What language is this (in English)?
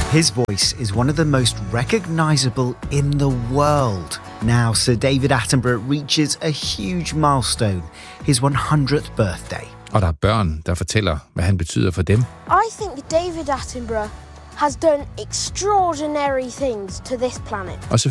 Danish